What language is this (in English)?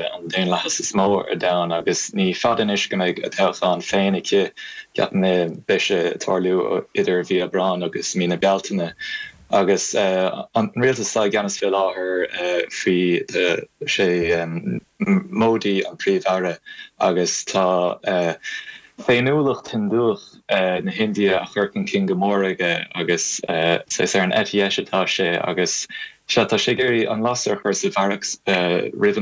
Irish